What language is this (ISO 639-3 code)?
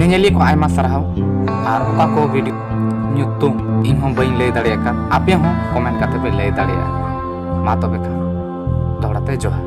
sat